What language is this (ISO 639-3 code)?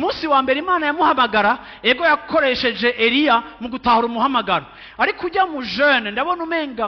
run